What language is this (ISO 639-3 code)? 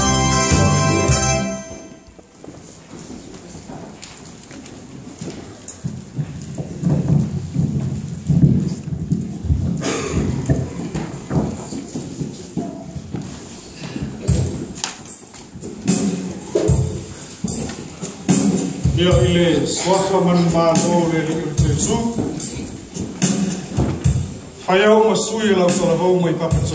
smo